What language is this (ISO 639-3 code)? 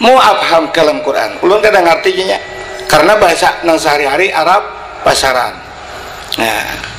bjn